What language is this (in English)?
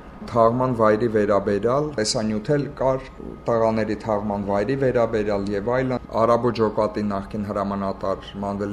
Armenian